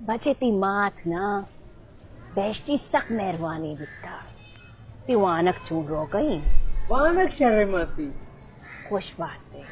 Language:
Baluchi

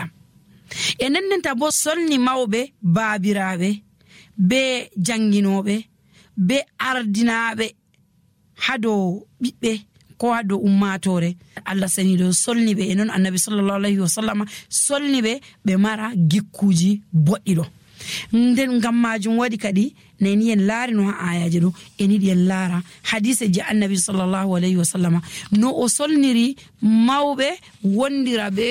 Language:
Nigerian Fulfulde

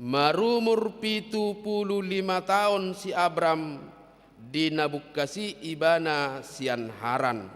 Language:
Batak Toba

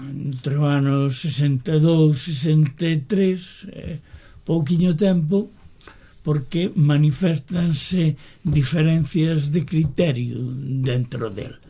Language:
Galician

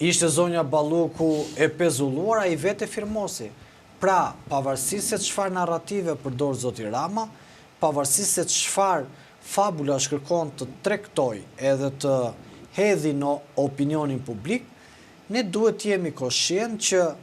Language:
Albanian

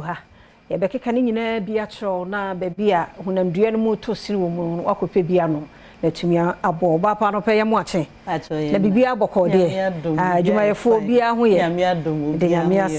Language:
Akan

